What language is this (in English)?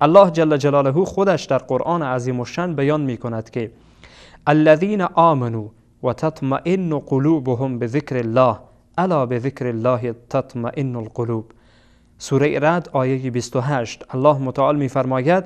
Persian